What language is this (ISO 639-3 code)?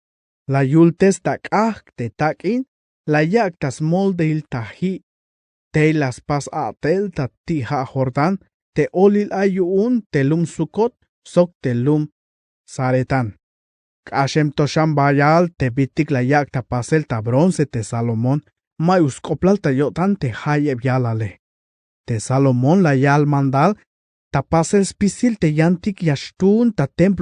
tzh